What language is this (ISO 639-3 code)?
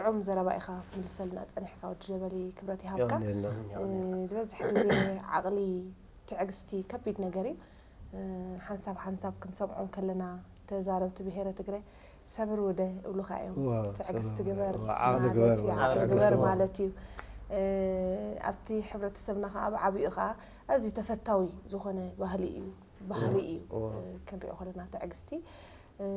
tir